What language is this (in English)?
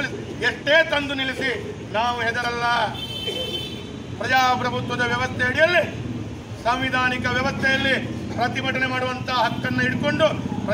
Kannada